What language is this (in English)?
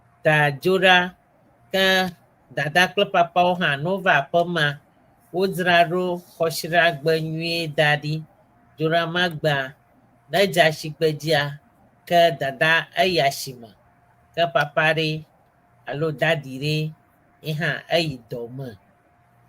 Ewe